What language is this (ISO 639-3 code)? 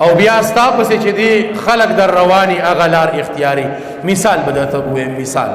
pus